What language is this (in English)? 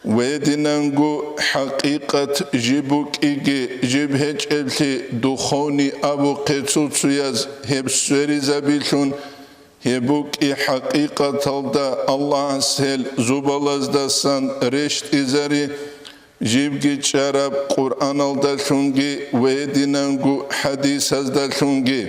Avaric